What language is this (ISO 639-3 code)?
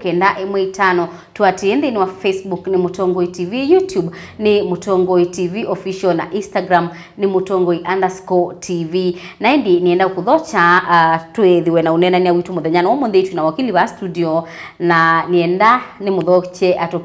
kam